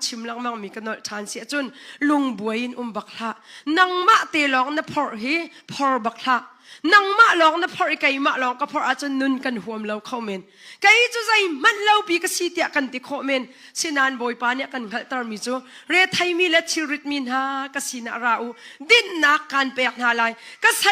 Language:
Hakha Chin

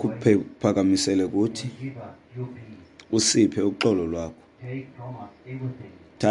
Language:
Xhosa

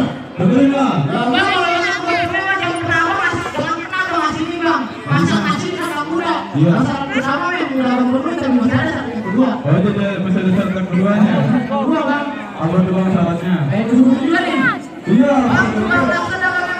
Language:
Betawi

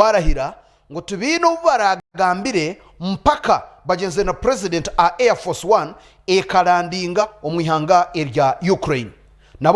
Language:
Nyankole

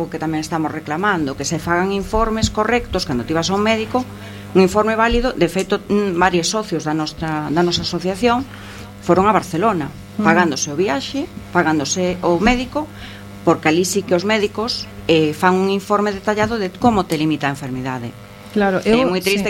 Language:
Galician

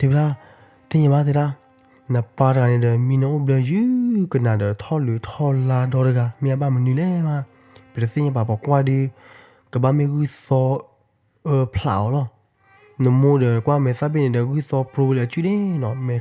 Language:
S'gaw Karen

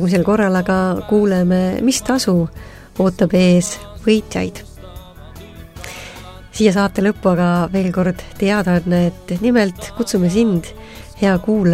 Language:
Estonian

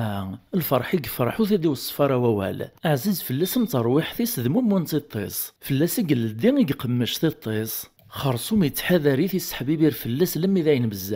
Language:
Kabyle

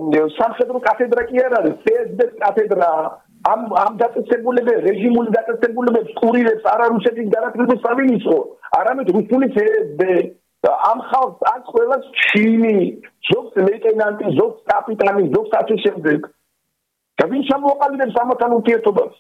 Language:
Georgian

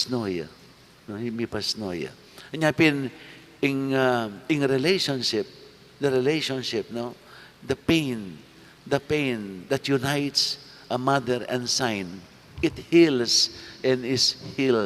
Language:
Pampanga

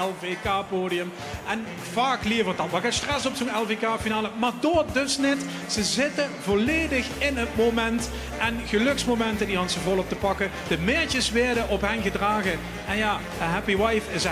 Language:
Limburgish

